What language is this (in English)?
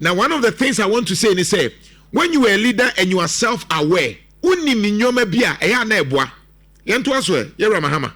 Akan